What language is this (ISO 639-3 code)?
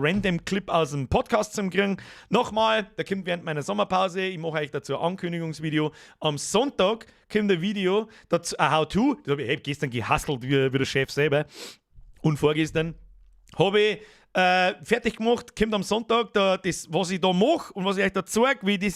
bar